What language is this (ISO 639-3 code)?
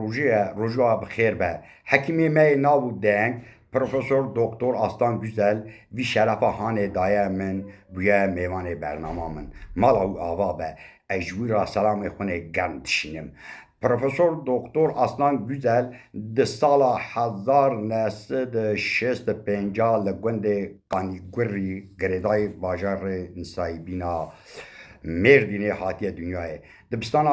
kur